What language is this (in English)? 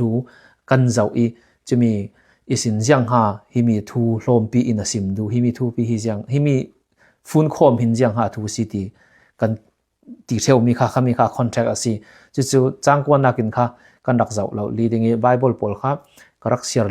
Falam Chin